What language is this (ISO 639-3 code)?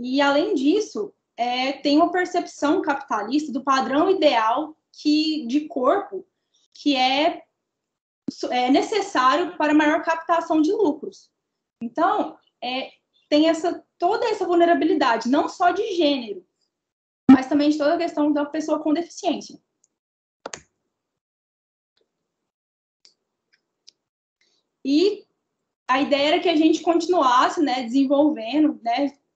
por